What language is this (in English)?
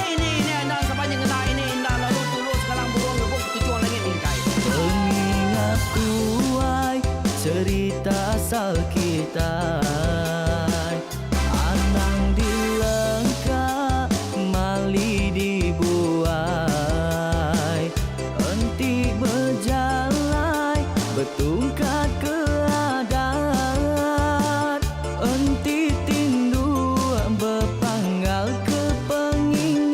Iban